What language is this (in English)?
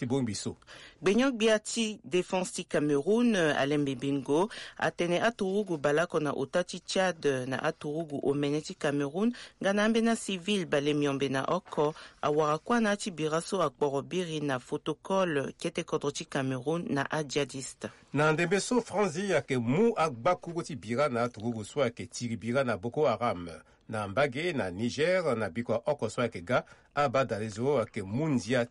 Sango